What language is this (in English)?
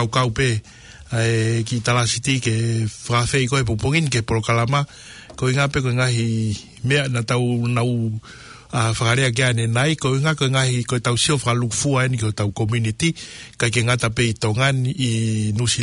Tongan